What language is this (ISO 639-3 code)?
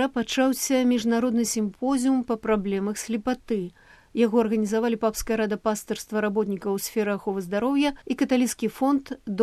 bel